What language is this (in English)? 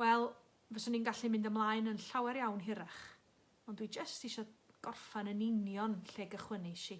Welsh